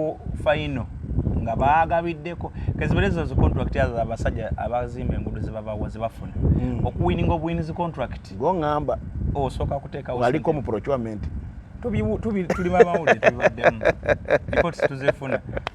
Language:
Ganda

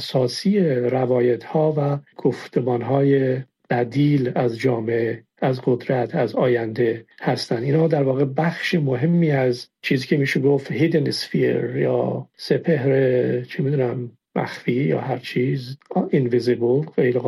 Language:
Persian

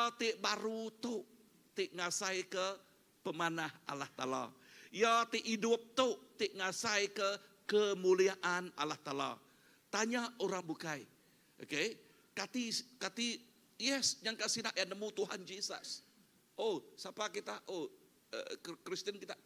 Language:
Iban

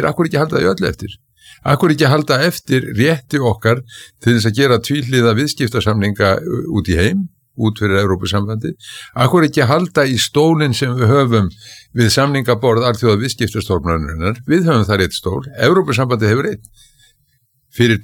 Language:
Icelandic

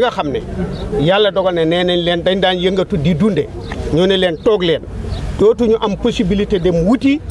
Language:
Wolof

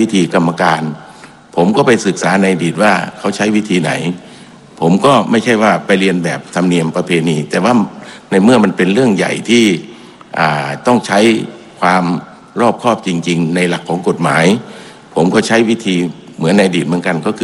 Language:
Thai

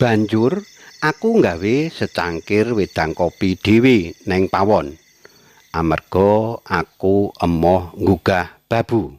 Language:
Javanese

